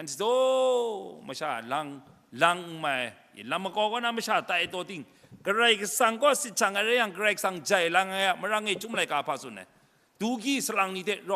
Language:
Kachin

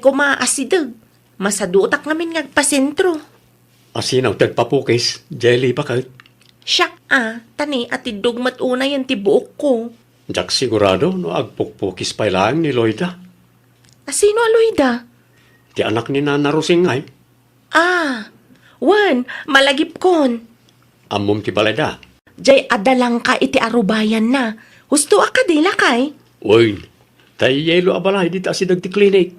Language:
Iloko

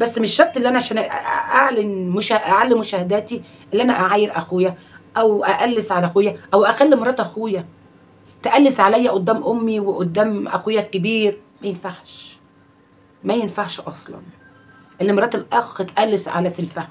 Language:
Egyptian Arabic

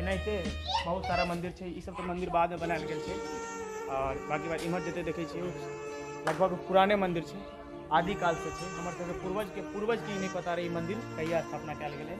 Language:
Maithili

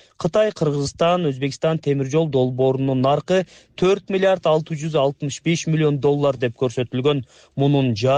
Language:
Kyrgyz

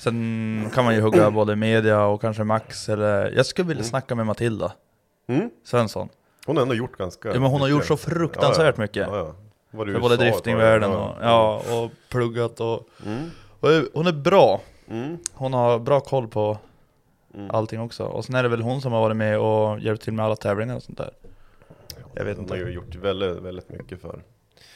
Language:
Swedish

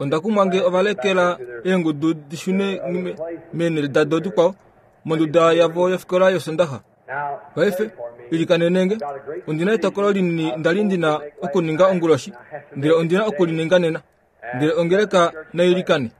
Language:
Kuanyama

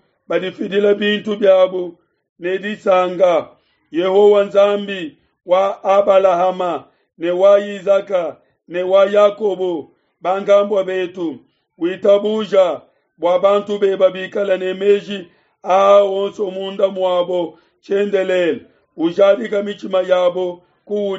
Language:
Luba-Lulua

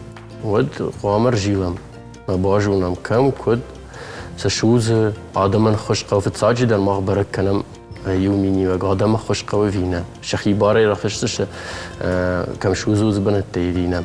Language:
Ossetic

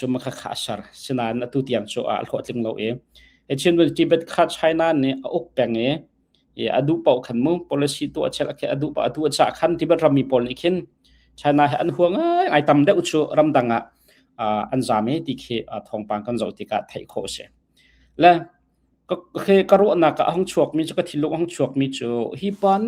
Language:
Hakha Chin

